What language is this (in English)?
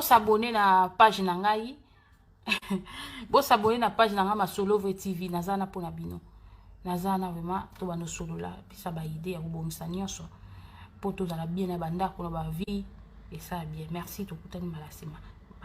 Lingala